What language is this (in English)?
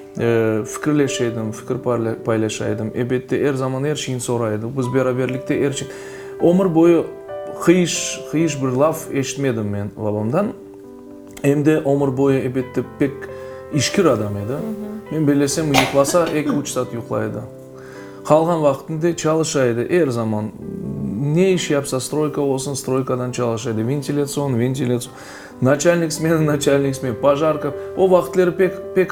Crimean Tatar